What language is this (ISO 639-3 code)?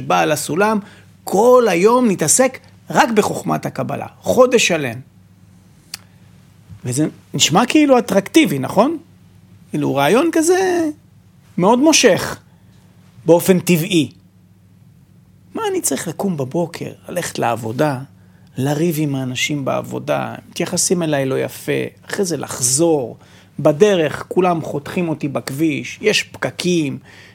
heb